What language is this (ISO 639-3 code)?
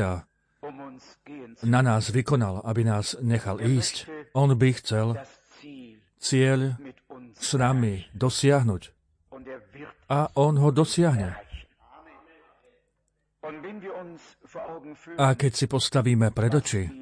slk